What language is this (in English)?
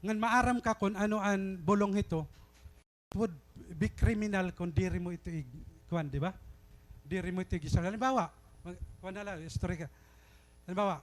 Waray